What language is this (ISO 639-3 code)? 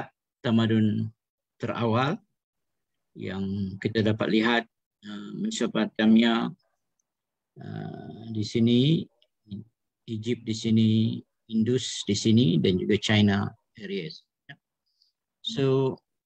msa